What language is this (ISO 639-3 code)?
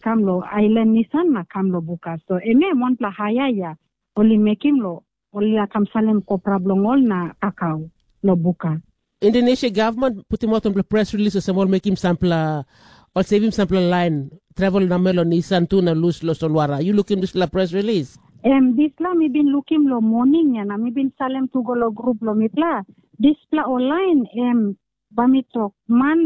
tpi